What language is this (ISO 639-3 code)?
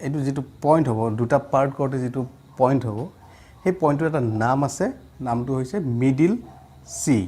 asm